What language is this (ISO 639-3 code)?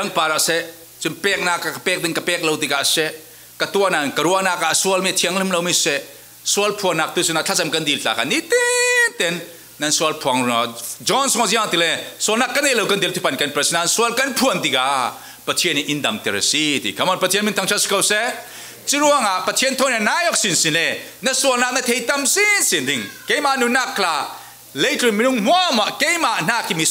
cfm